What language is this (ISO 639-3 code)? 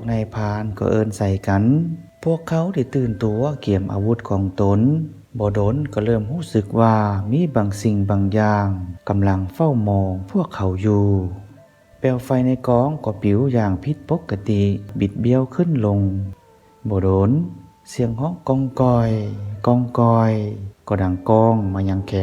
lao